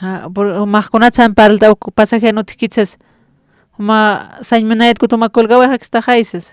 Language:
Aymara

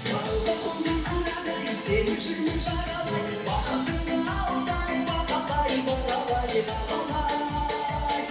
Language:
Kara-Kalpak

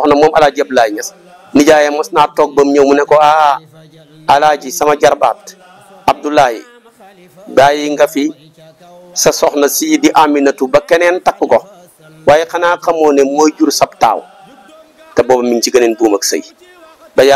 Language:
Wolof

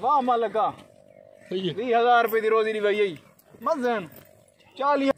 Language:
Saraiki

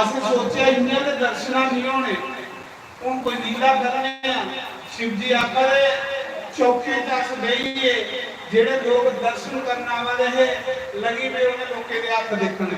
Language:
Dogri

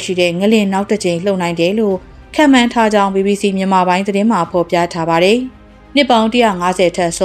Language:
Burmese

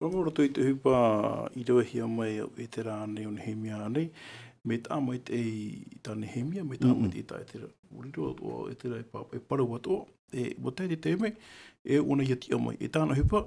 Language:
Tahitian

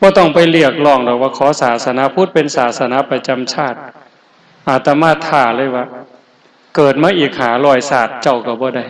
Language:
Lao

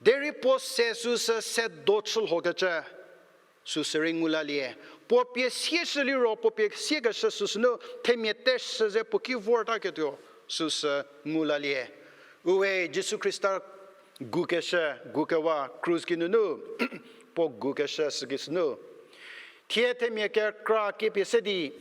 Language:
Angami Naga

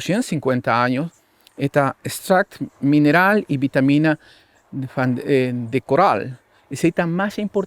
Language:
Papiamento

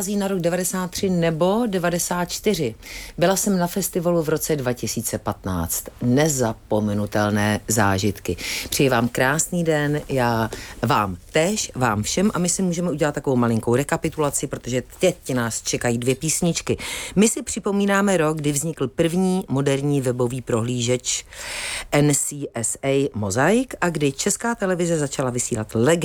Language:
Czech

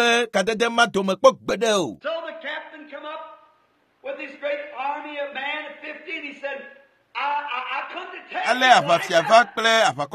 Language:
Ewe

